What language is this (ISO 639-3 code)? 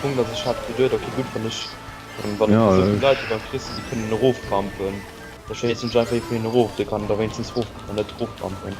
ltz